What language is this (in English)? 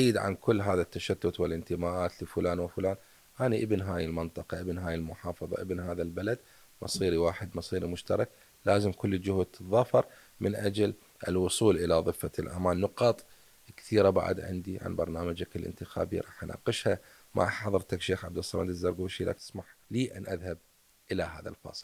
Mesopotamian Arabic